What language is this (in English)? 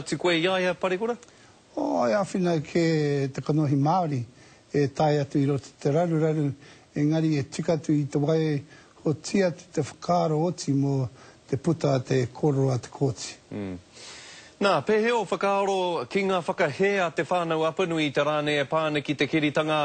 Māori